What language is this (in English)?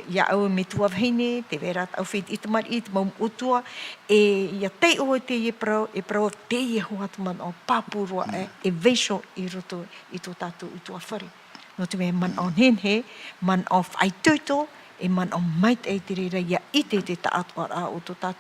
Tahitian